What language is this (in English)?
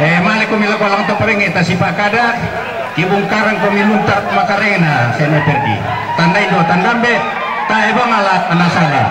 Toraja-Sa'dan